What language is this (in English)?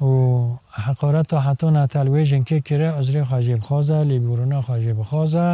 Kurdish